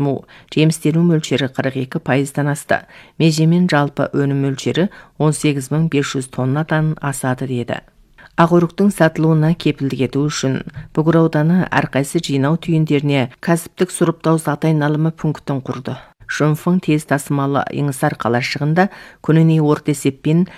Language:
Kazakh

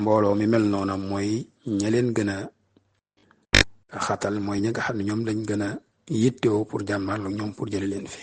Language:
Wolof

